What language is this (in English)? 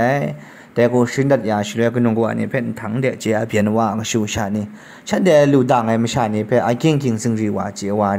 Kachin